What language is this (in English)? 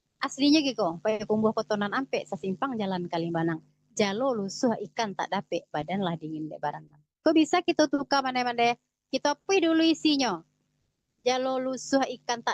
Minangkabau